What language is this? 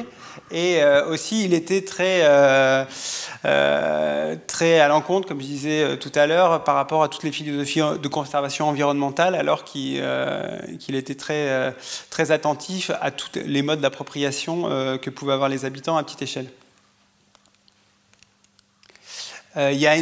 French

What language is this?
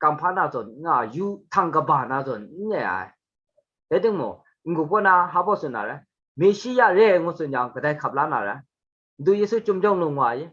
Kachin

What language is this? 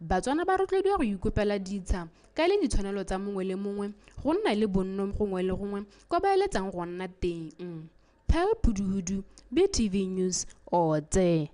Tswana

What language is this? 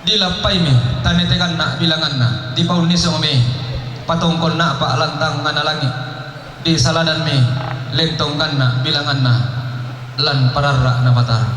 Toraja-Sa'dan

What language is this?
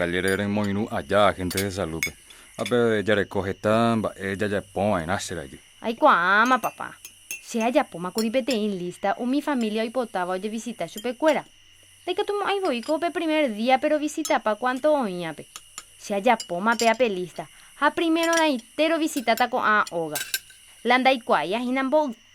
Guarani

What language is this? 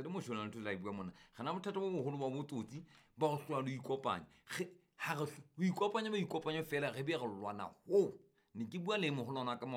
Southern Sotho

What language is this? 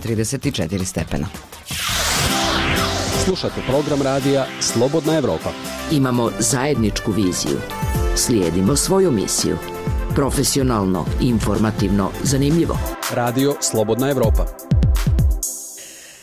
Bosnian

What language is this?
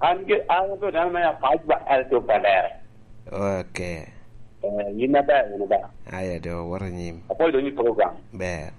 Lango (Uganda)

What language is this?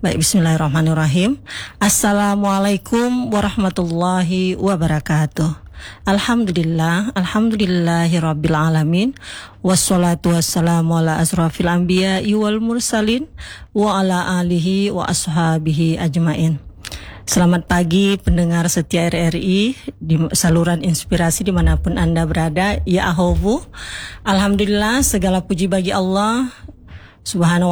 Indonesian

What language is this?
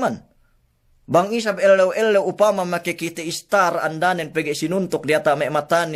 Yakan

